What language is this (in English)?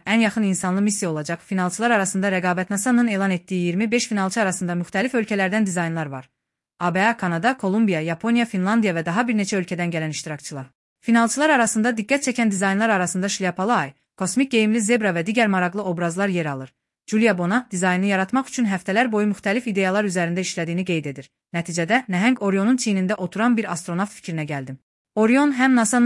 Azerbaijani